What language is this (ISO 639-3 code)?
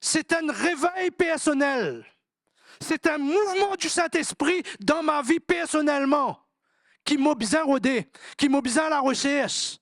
mfe